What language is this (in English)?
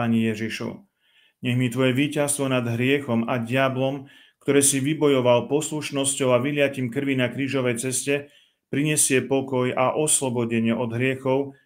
Slovak